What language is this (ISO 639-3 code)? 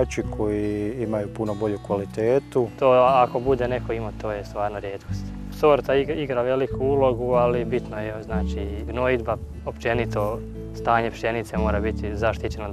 hrv